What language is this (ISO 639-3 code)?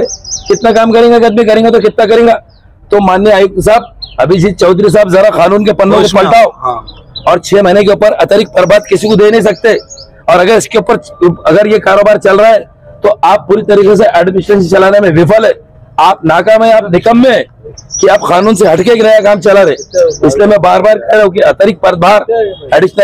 hin